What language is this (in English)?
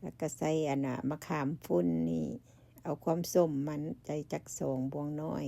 Lao